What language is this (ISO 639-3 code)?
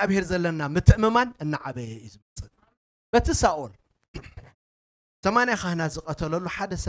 tir